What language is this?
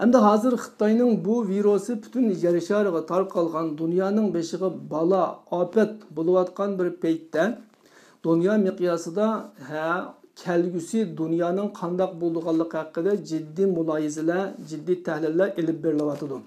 Uyghur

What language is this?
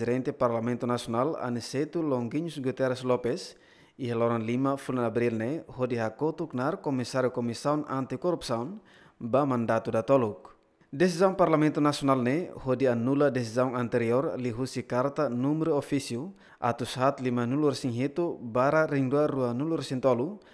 Tetum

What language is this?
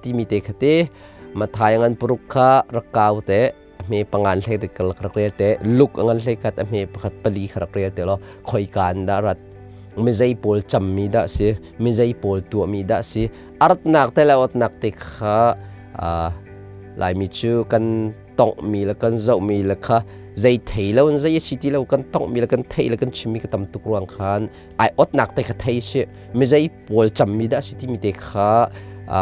Hakha Chin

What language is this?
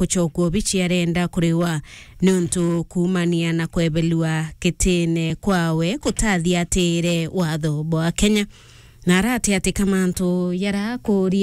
Meru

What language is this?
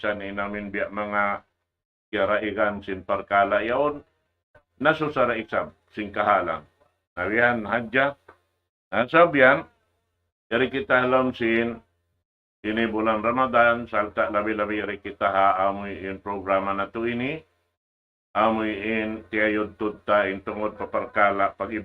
Tausug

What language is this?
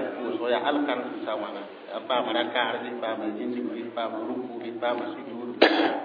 Mossi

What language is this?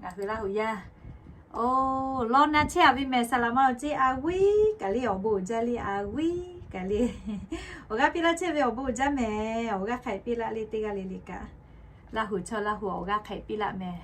Lahu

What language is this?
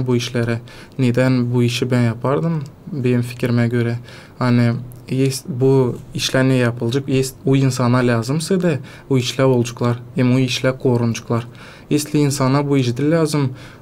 Gagauz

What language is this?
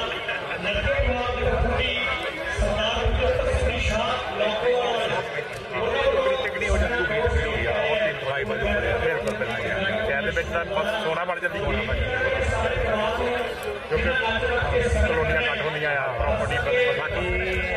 Punjabi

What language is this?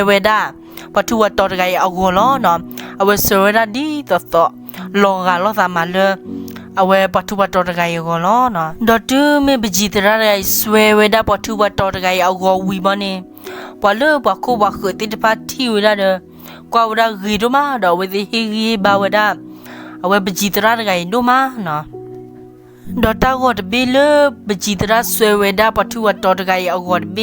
S'gaw Karen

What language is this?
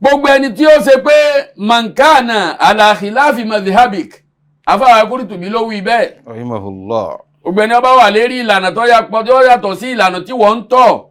Yoruba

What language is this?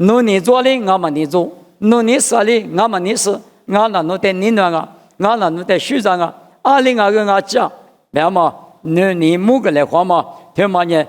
Lisu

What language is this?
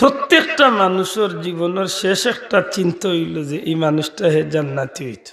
Sylheti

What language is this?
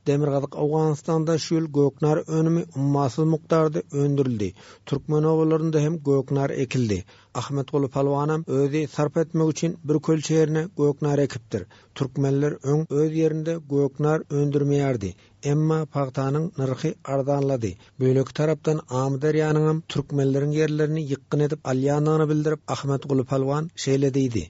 Turkmen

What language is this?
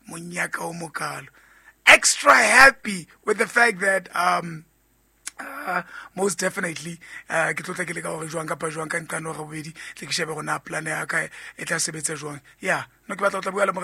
Southern Sotho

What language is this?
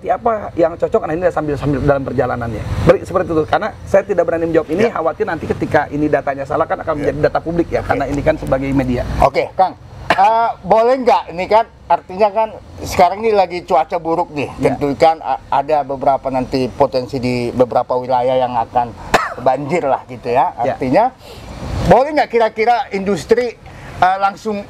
Indonesian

